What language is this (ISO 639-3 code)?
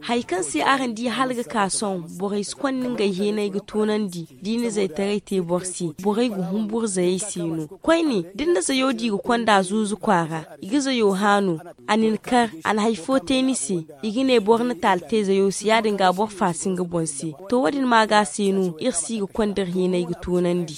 dje